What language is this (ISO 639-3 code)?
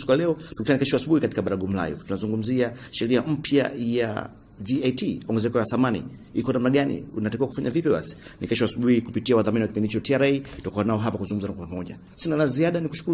swa